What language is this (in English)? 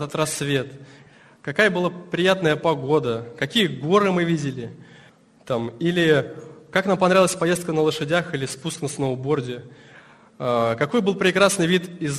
Russian